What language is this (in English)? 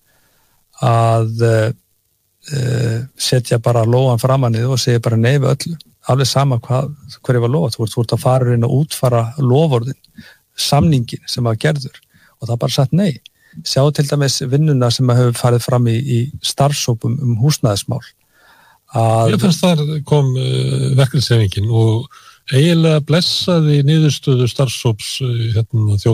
Icelandic